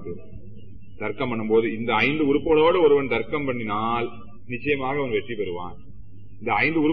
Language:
Tamil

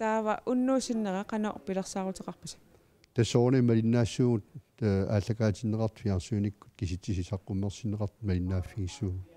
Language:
Kalaallisut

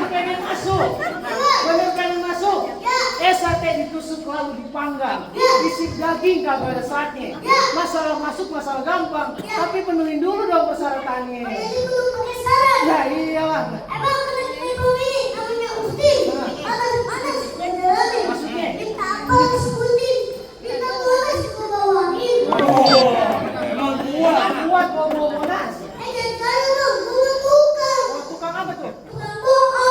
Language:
Betawi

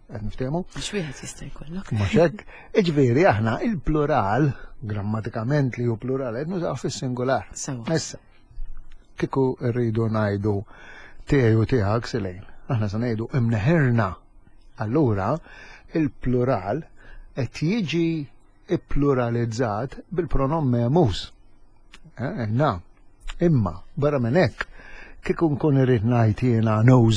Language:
Maltese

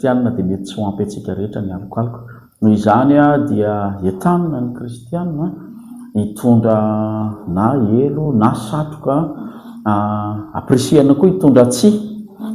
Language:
Malagasy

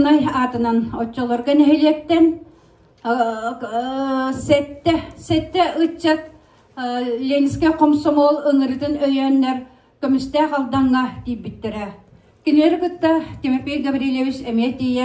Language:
Yakut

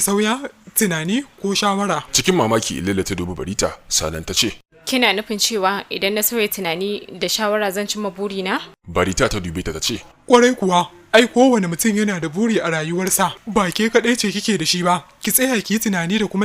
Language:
Hausa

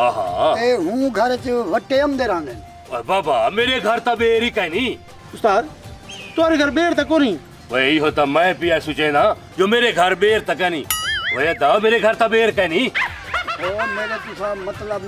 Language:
Saraiki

